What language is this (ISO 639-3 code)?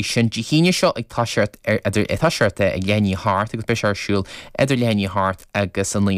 gle